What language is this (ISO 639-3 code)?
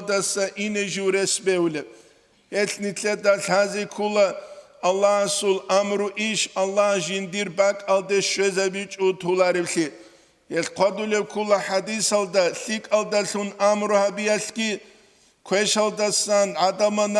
ava